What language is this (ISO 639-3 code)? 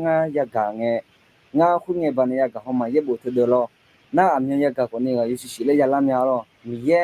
ahk